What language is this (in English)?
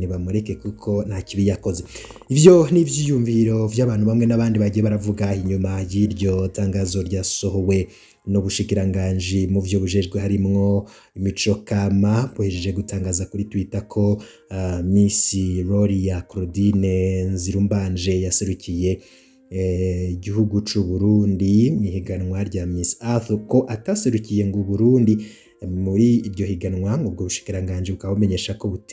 Rundi